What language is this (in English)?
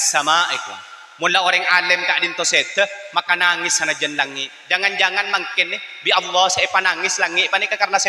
Madurese